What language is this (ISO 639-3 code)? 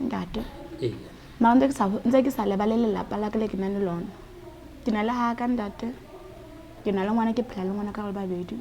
sot